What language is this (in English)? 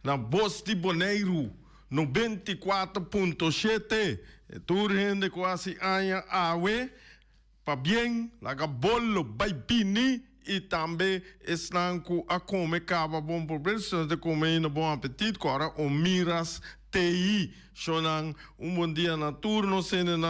Papiamento